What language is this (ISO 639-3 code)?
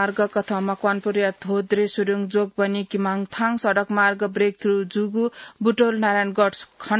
new